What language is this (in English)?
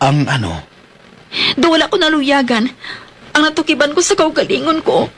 Hiligaynon